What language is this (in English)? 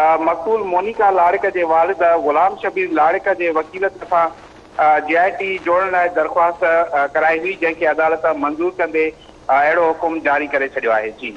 Sindhi